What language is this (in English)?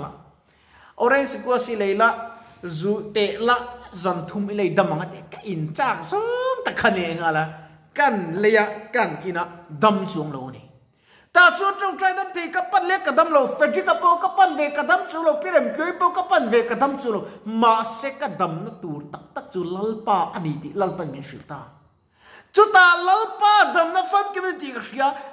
Mizo